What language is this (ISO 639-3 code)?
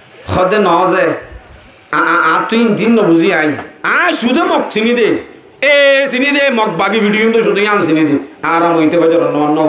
rhg